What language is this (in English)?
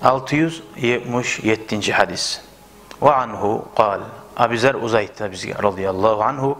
Kumyk